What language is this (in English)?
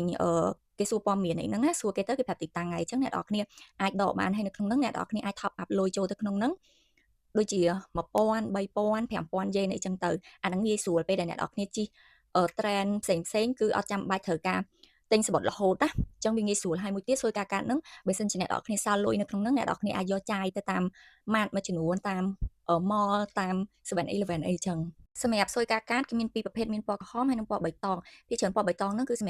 Khmer